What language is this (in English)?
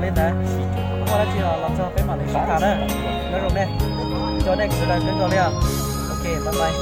Hmong